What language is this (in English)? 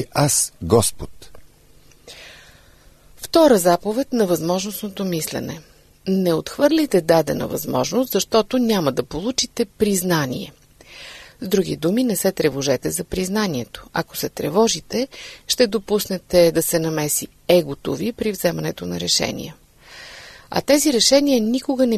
Bulgarian